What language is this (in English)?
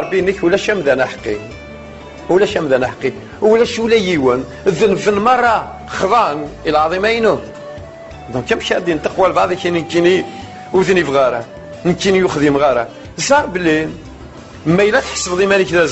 Kabyle